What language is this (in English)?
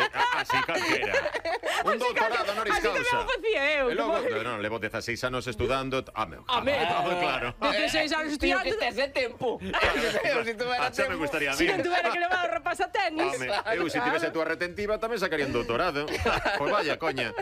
Galician